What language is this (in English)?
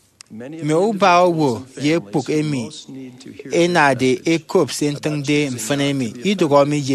Efik